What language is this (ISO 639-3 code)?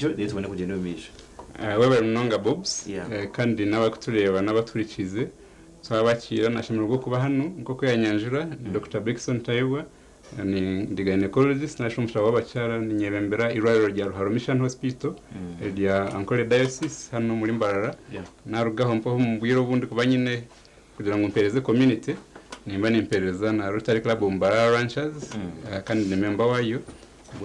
nyn